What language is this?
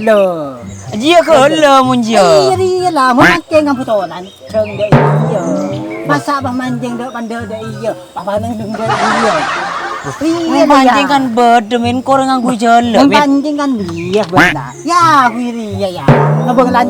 Madurese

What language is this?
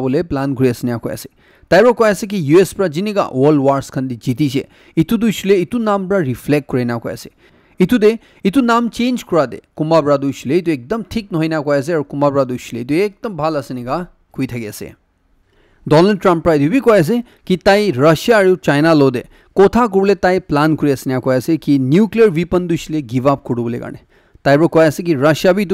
Naga Pidgin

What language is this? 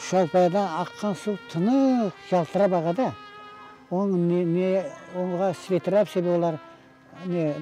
Crimean Tatar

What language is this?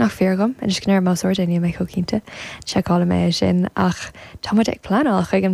Irish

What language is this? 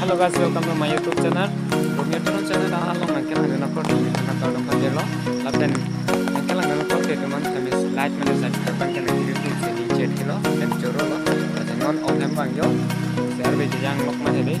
Karbi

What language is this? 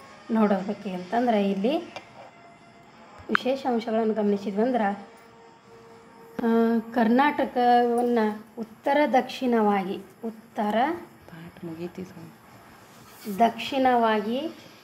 Kannada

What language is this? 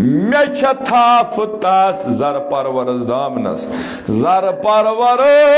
Kashmiri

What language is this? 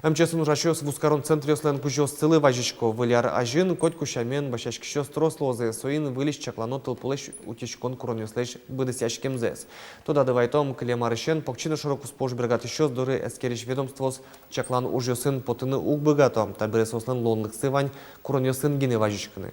Udmurt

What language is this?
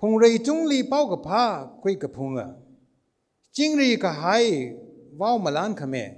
Tangkhul Naga (India)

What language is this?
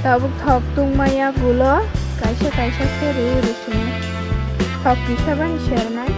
Kok Borok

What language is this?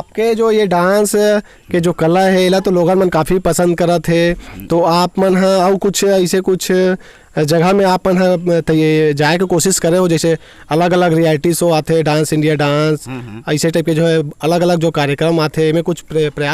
Chhattisgarhi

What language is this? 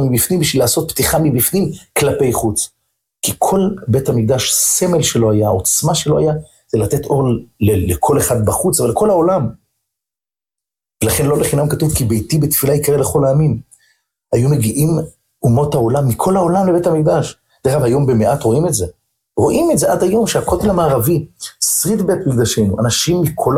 Hebrew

